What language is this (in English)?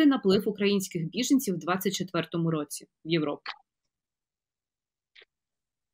Ukrainian